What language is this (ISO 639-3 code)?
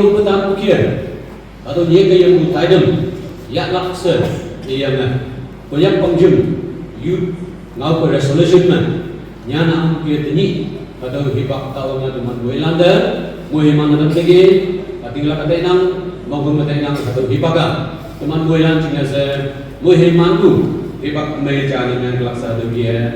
nag